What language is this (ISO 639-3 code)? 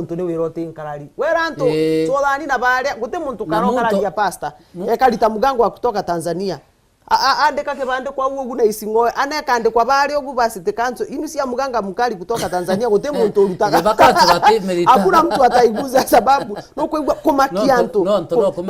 mer